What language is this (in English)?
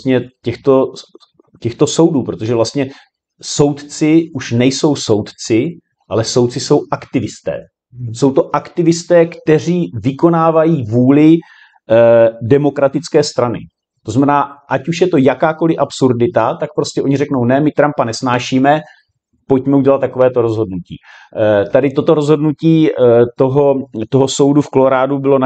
Czech